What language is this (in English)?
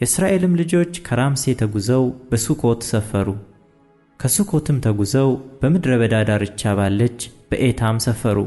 Amharic